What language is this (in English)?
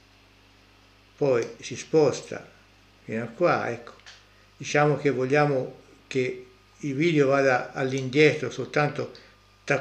Italian